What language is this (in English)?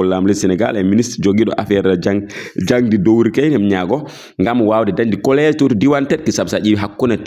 Fula